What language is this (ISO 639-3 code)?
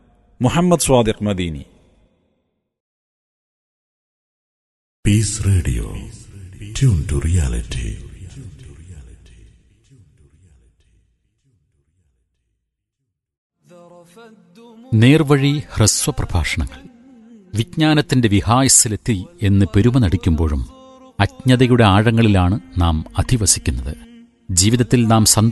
mal